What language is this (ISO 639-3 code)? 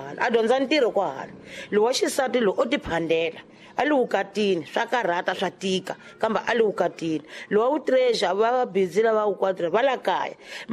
tso